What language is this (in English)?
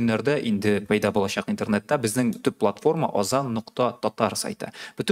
Tatar